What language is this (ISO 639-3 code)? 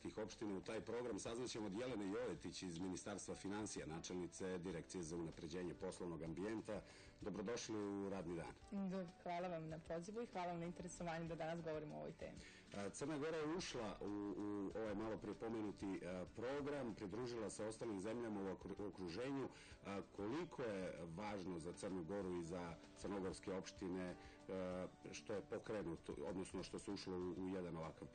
srp